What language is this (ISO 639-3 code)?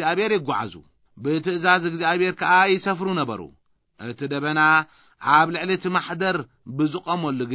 tir